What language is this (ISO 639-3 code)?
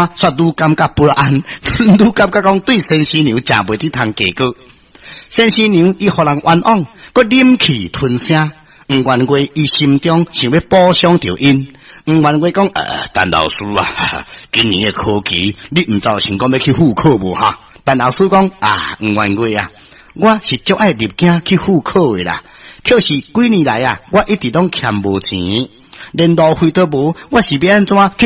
nan